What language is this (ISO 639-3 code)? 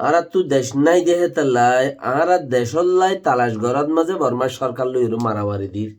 rhg